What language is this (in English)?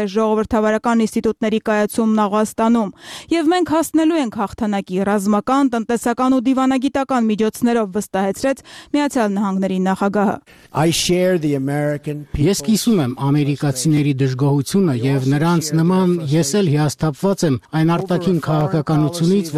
Armenian